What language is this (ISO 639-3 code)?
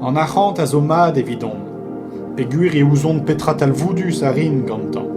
bre